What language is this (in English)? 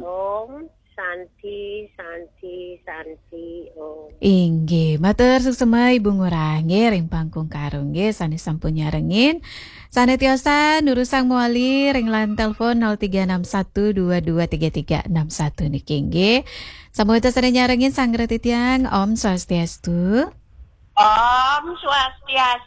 Balinese